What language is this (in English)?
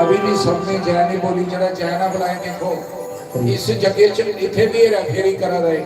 Dogri